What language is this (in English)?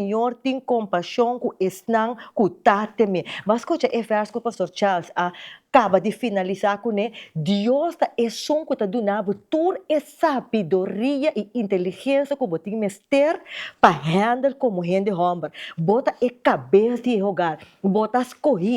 Papiamento